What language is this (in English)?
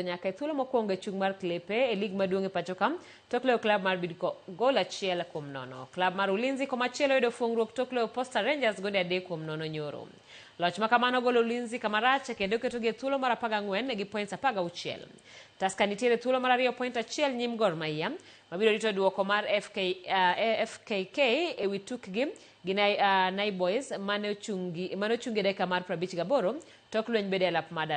Luo (Kenya and Tanzania)